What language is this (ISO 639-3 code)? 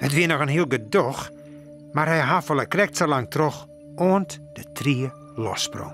fry